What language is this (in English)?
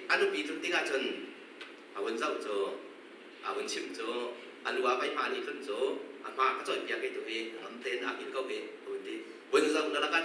Hakha Chin